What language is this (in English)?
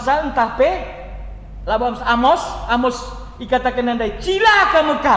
Batak Karo